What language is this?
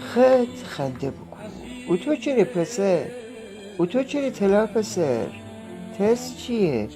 Gilaki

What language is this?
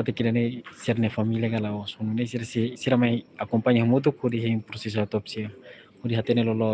Tetum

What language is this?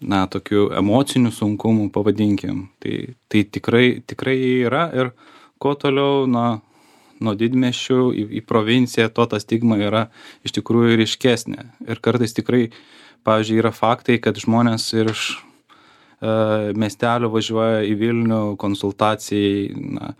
Lithuanian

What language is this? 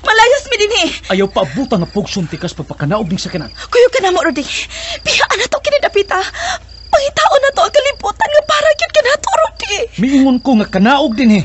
Cebuano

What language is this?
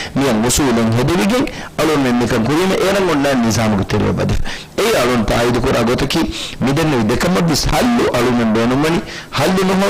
Divehi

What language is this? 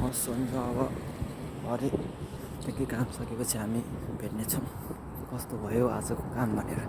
Nepali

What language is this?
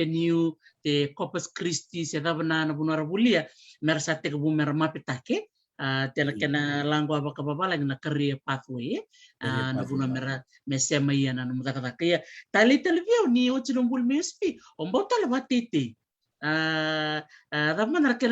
Fijian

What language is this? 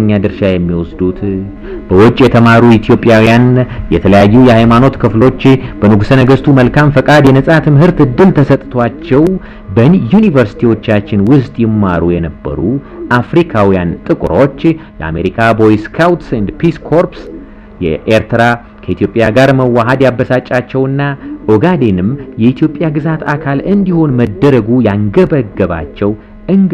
Amharic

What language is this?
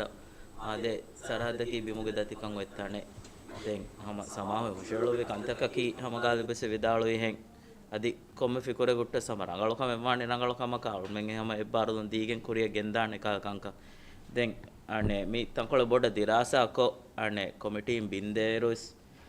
Divehi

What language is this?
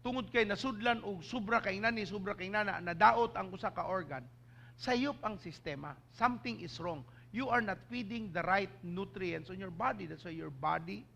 Cebuano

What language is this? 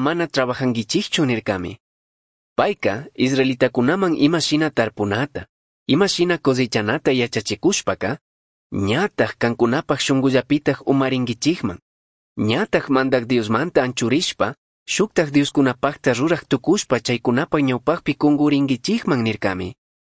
Chimborazo Highland Quichua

